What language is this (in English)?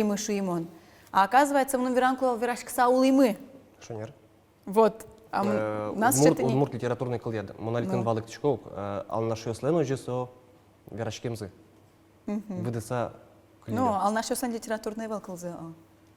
Udmurt